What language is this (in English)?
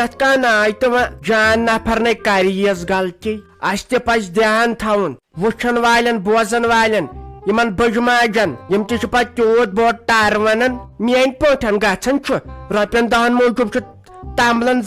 Kashmiri